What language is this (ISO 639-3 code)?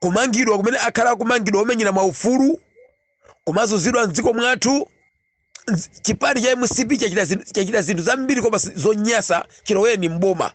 nya